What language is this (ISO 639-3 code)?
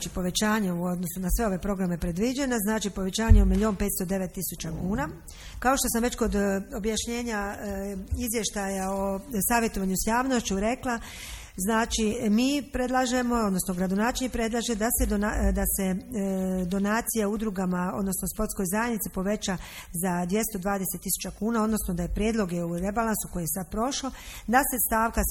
hrv